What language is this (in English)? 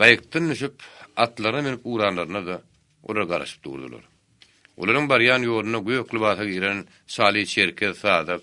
Turkmen